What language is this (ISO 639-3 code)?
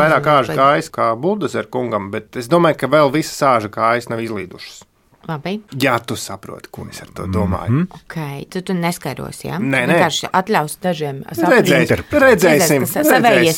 lav